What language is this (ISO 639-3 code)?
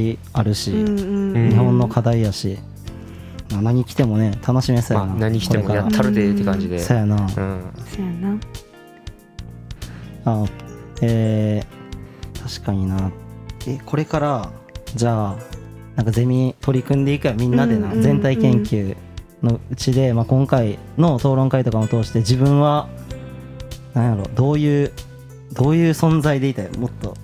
jpn